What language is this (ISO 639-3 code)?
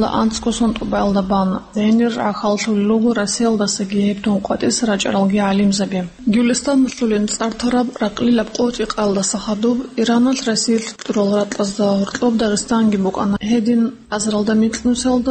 ava